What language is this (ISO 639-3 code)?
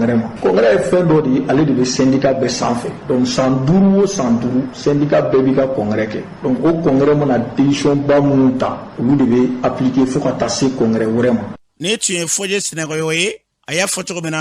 bam